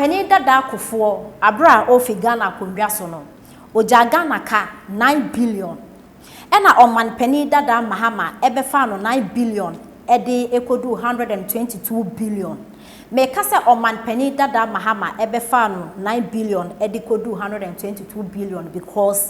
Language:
Akan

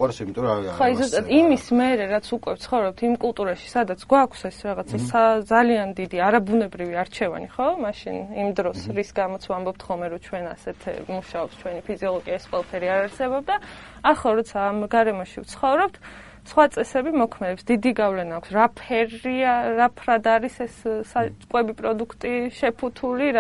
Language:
Georgian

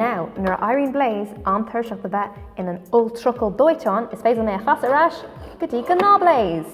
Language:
Irish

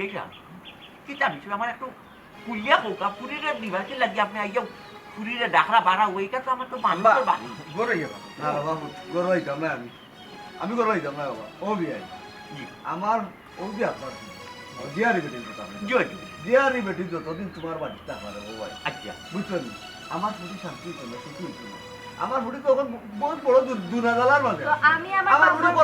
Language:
Sylheti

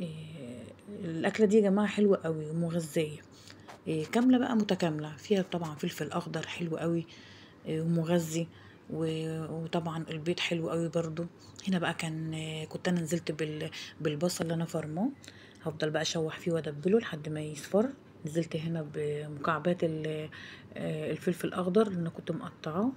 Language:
Egyptian Arabic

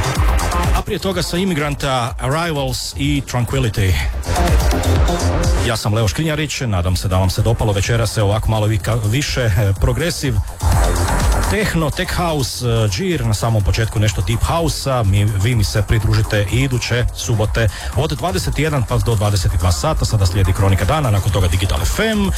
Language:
Croatian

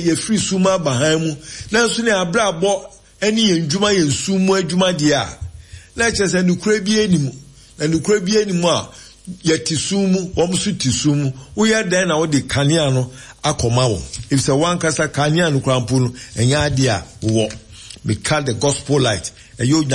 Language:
Akan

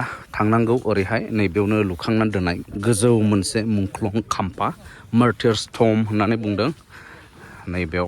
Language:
Bodo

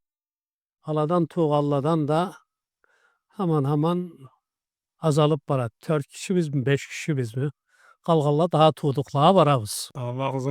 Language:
Karachay-Balkar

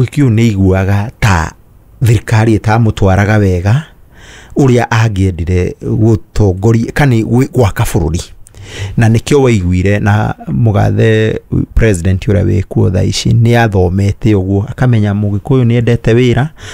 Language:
Kikuyu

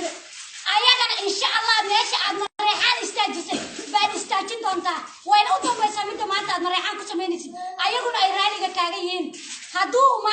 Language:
Somali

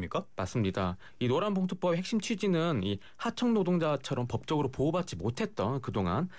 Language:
Korean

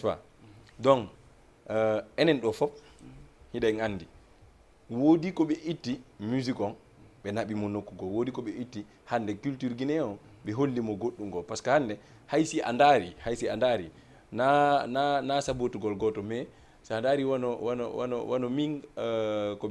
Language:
Fula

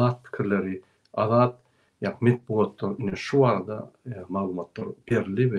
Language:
Turkmen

